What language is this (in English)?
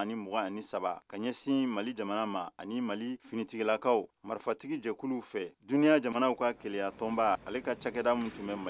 Bambara